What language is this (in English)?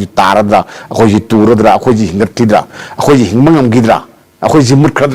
Manipuri